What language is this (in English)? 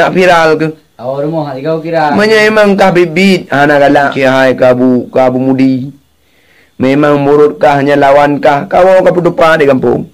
Achinese